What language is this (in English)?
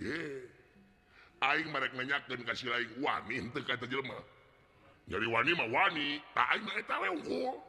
Sundanese